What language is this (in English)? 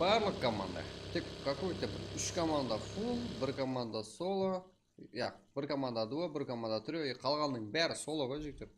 Kara-Kalpak